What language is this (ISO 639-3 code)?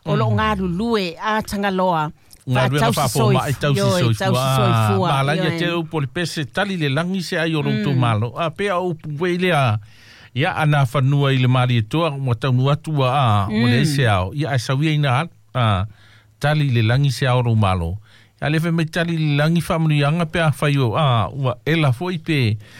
smo